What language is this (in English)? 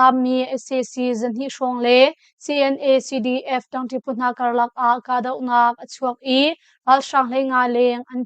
Hakha Chin